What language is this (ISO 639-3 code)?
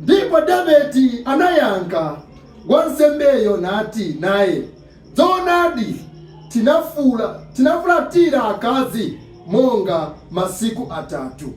nya